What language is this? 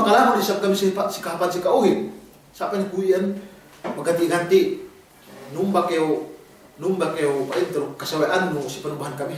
Yakan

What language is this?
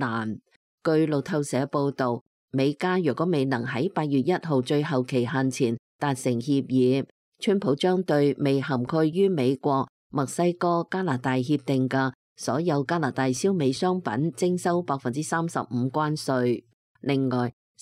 Cantonese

